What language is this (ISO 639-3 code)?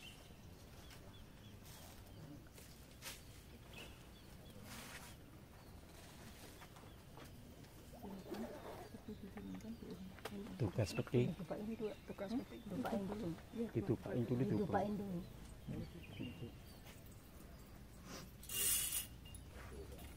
ind